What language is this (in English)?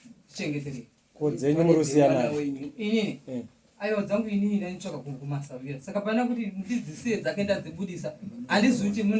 Shona